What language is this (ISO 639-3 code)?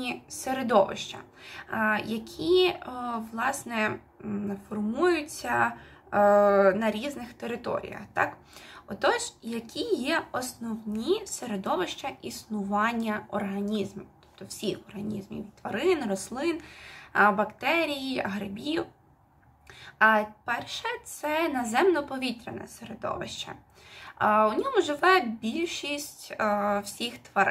ukr